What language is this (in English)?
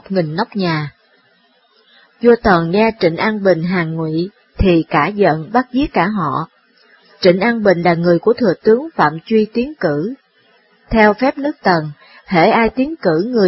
Vietnamese